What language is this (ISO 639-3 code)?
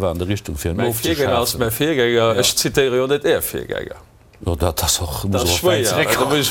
ltz